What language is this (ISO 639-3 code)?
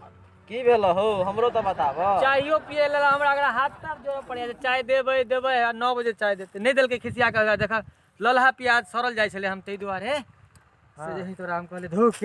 mai